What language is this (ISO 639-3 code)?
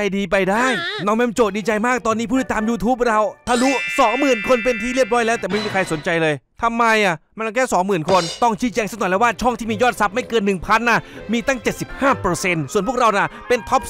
tha